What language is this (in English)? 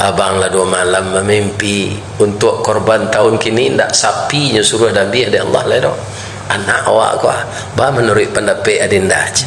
Minangkabau